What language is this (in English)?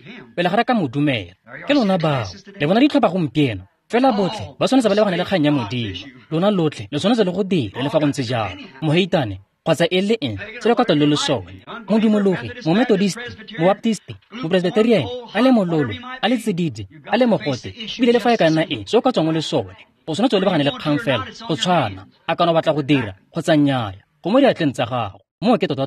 Tswana